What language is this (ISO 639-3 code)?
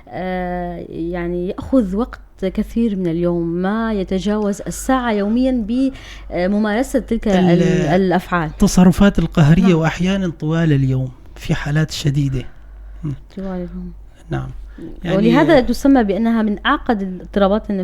apc